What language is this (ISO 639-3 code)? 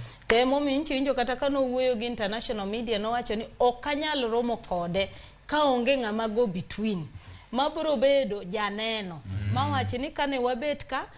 luo